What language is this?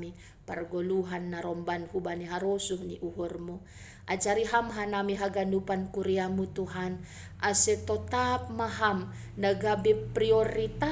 Batak Simalungun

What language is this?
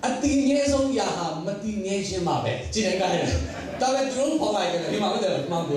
Tedim Chin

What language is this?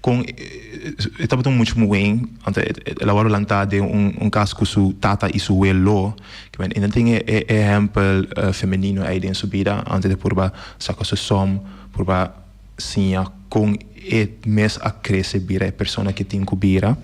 Papiamento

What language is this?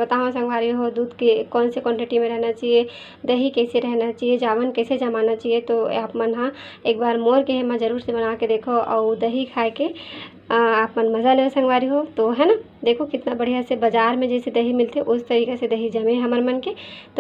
Chhattisgarhi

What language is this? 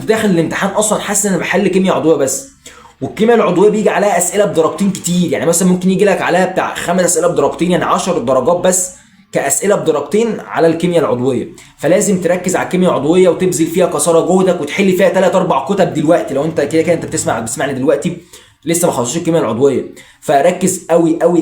Egyptian Arabic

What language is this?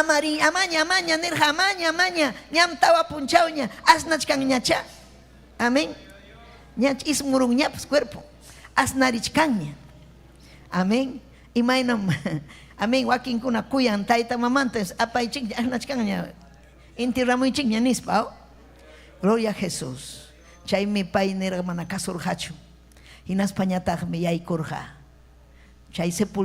Ayacucho Quechua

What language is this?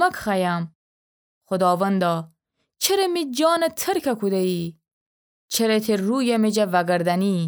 Gilaki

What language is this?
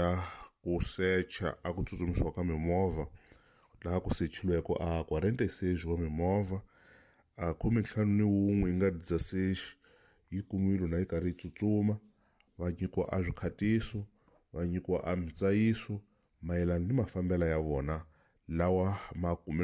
Tsonga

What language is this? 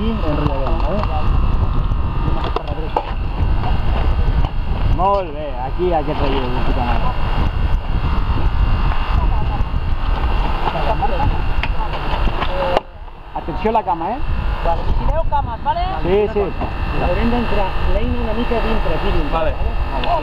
Catalan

